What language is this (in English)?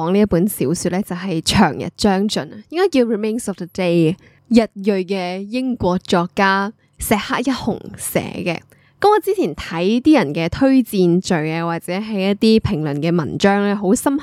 Cantonese